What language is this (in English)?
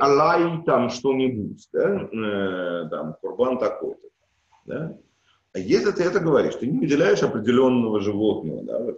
Russian